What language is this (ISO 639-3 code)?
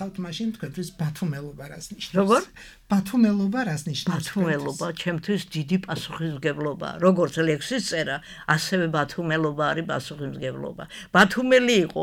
kat